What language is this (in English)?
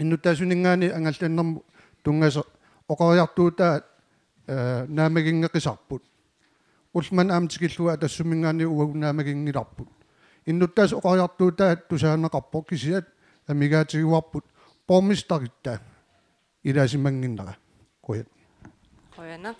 Kalaallisut